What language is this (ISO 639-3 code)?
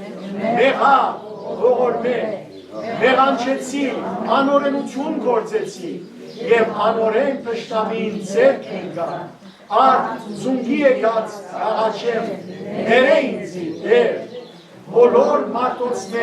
hyw